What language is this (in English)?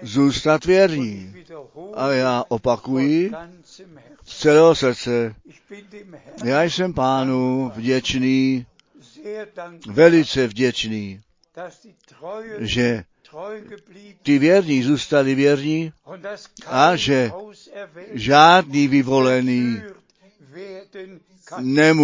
Czech